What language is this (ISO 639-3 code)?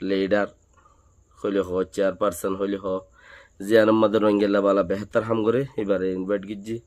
rhg